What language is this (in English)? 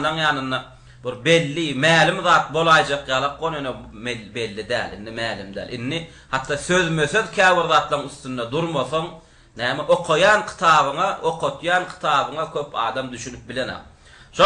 Turkmen